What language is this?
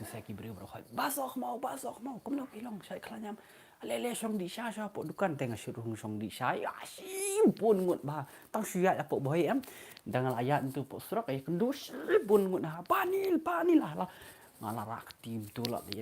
Khasi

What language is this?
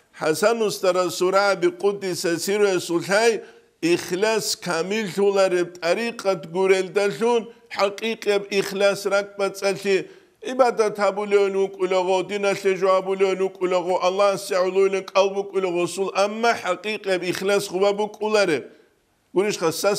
Avaric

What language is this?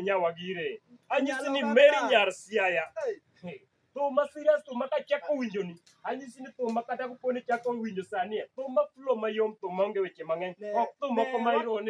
Luo (Kenya and Tanzania)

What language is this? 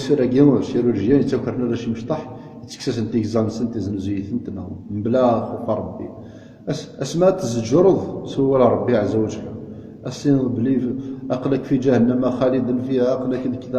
Kabyle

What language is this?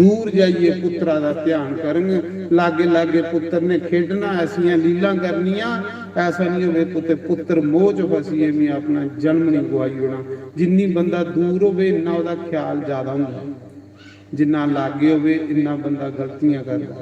Dogri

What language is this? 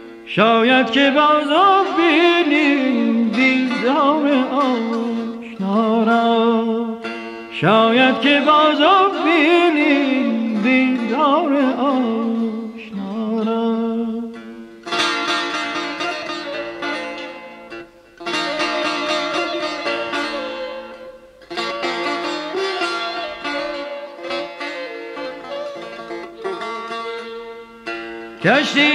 Persian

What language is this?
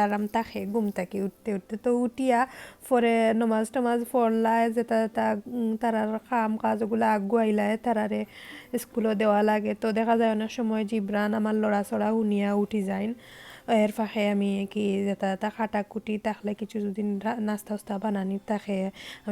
Sylheti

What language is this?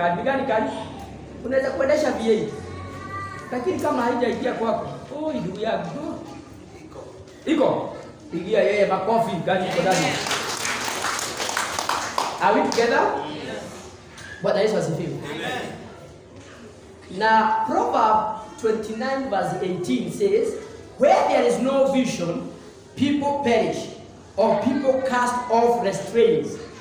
Swahili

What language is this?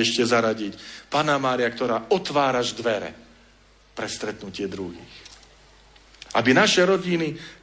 Slovak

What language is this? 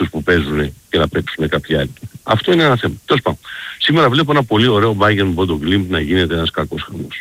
Greek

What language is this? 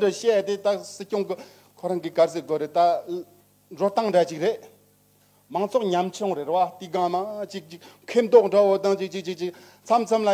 Tibetan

